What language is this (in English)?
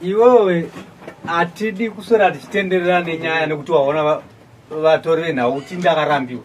Shona